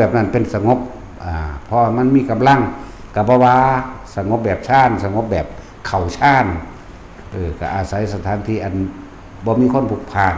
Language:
Lao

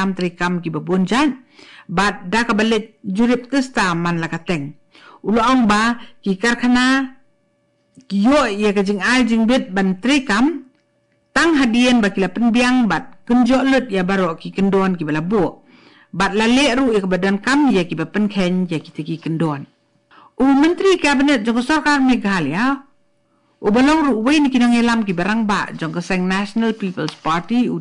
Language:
Khasi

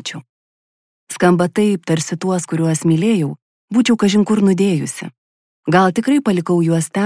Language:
Lithuanian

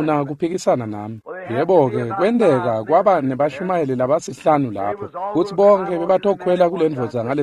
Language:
Swati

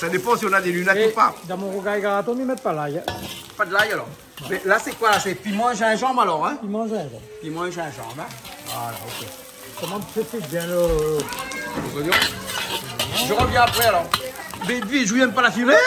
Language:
Réunion Creole French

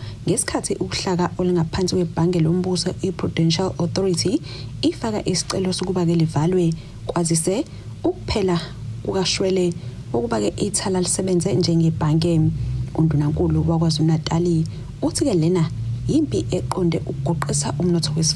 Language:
Zulu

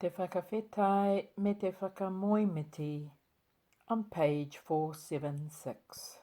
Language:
Māori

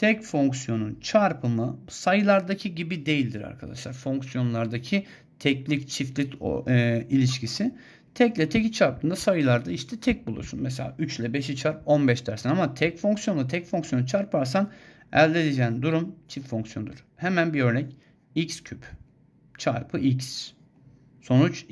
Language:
Turkish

